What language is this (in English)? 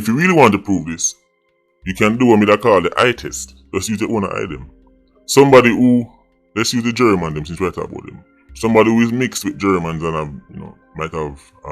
Jamaican Creole English